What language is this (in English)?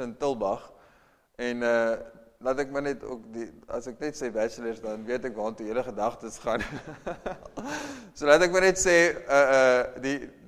Afrikaans